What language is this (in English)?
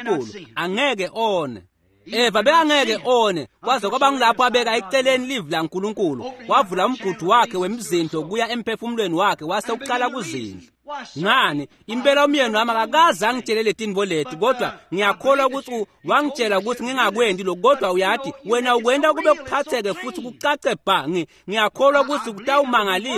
Swati